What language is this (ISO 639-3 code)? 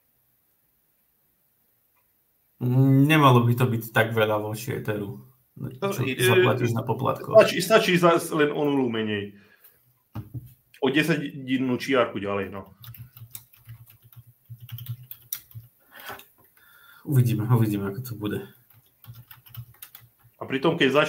slk